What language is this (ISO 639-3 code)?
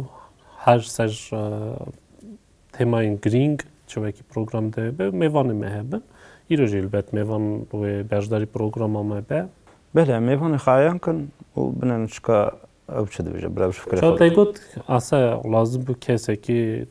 kur